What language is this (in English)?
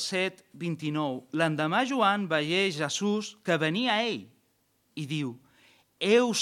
Catalan